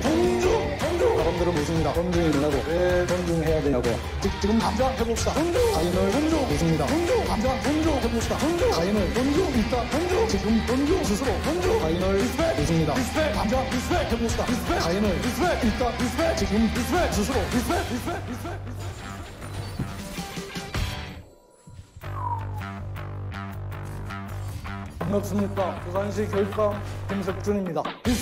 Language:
Korean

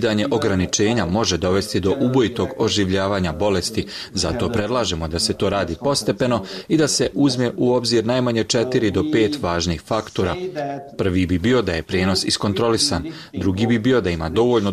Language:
Bosnian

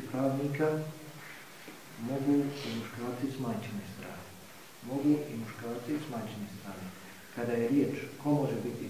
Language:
Bosnian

